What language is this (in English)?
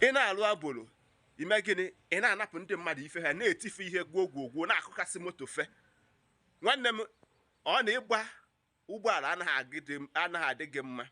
Igbo